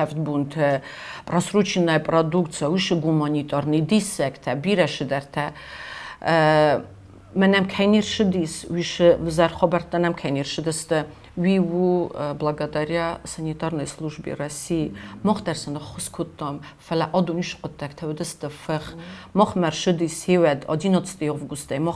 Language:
Ossetic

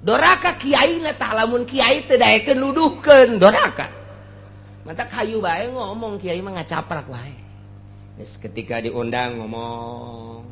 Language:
Sundanese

